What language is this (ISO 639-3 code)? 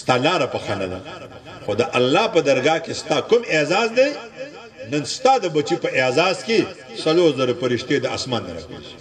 pus